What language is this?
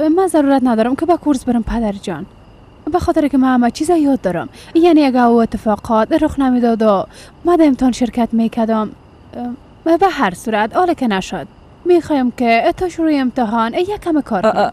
Persian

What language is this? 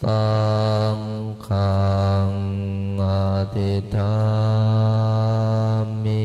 Pali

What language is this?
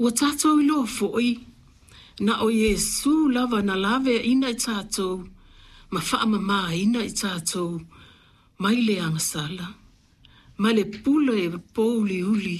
Samoan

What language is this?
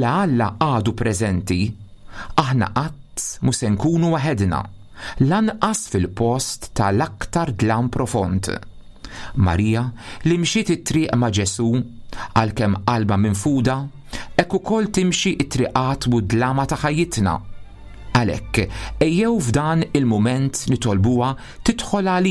Maltese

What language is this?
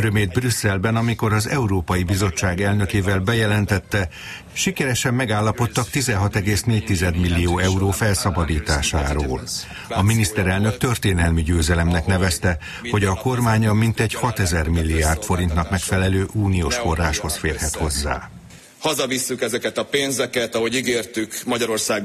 Hungarian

